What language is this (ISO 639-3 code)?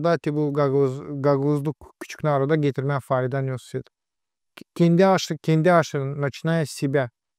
gag